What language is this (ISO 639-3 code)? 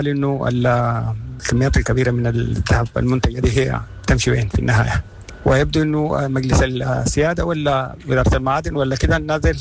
apd